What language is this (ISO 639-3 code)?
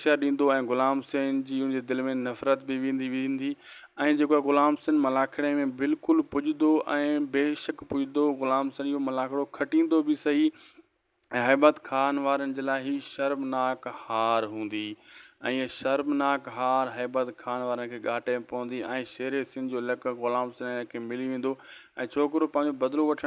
snd